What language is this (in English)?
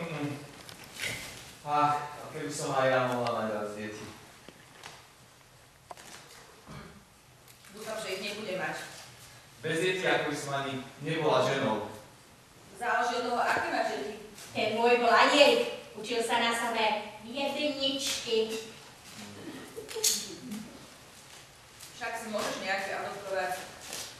Slovak